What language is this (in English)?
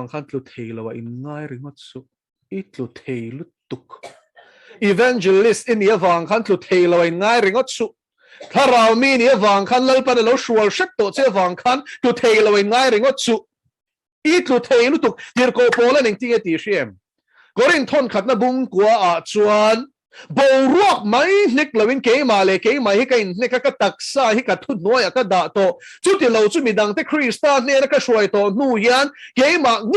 Mizo